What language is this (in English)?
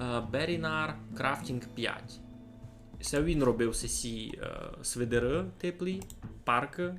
Rusyn